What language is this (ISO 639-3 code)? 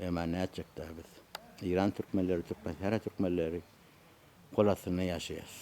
tuk